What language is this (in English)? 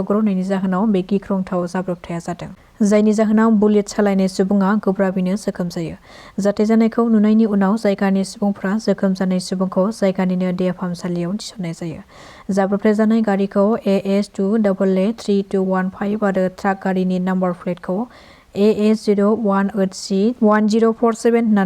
Bodo